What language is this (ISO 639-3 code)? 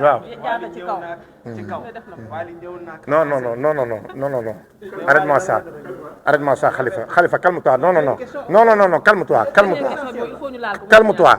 wol